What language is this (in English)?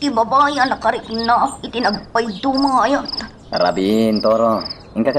Iloko